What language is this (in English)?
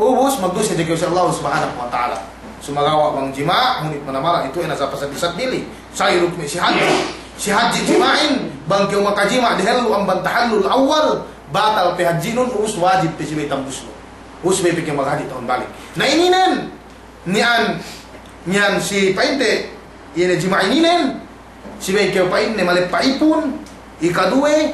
Yakan